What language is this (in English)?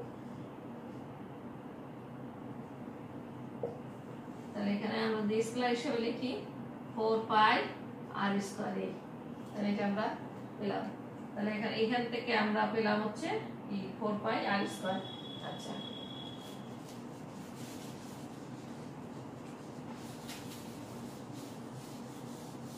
Bangla